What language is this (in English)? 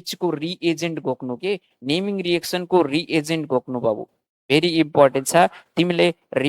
Nepali